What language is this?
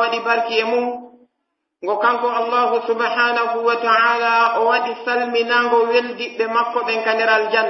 Pular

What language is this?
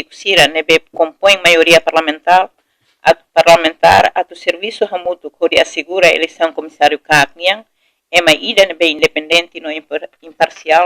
Tetum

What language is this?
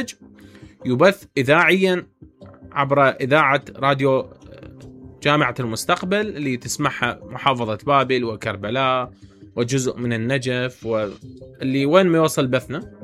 Mesopotamian Arabic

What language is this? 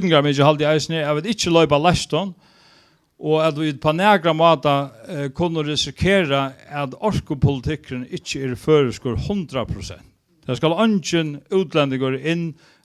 Faroese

